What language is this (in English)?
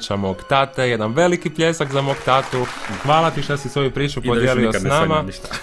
Croatian